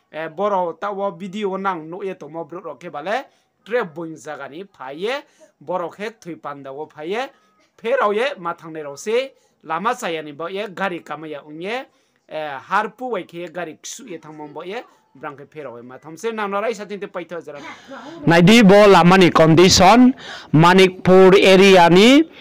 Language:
Riang (India)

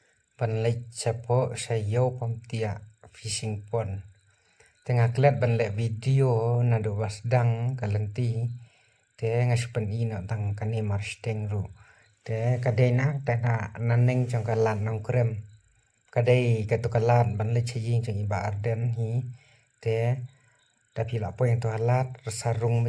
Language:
Khasi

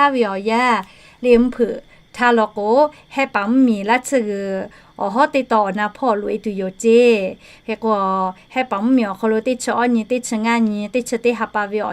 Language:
Lahu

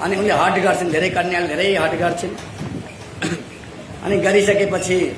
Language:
Nepali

